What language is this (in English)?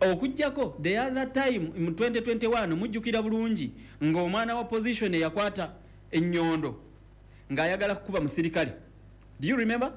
Ganda